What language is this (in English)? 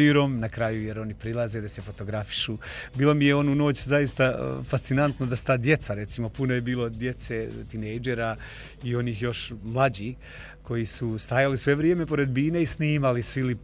Bosnian